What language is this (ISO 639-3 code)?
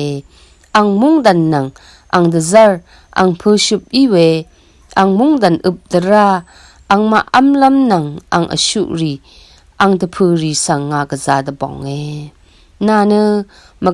raw